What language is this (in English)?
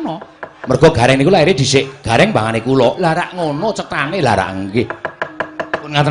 Javanese